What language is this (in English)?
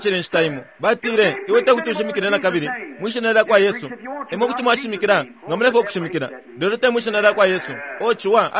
Bemba